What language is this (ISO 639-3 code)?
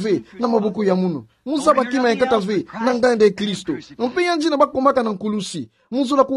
ktu